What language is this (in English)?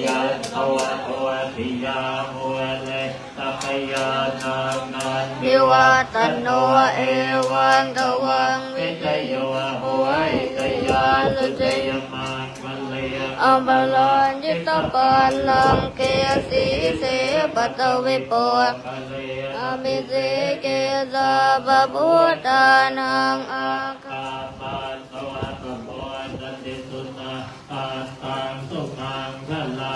Pali